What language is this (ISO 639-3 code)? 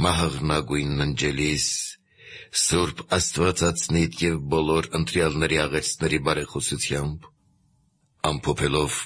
hye